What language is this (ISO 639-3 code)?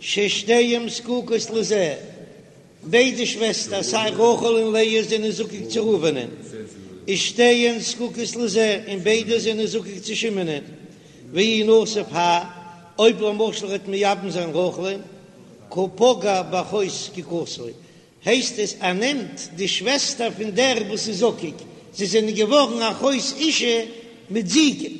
yid